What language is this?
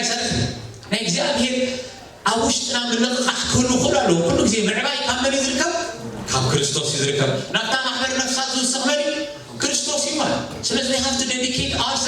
Tigrinya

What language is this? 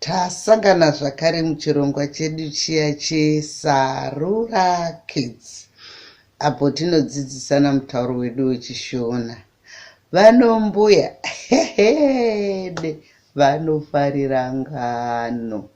Shona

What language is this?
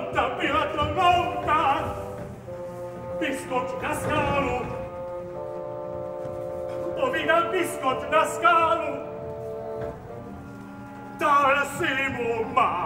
Czech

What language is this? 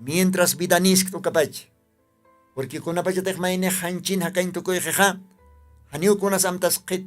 Aymara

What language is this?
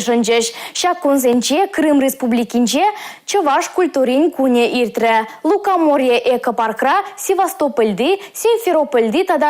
Chuvash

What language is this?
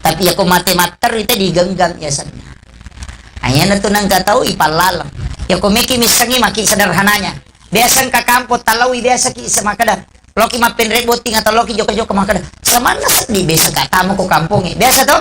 Buginese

